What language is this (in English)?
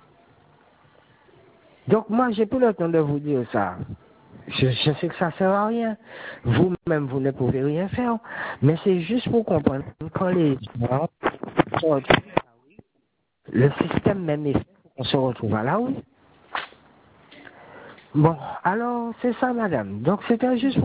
French